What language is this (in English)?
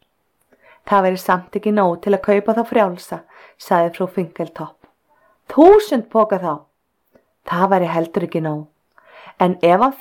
Icelandic